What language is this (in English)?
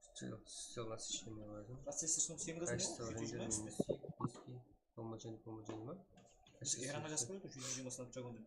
Kara-Kalpak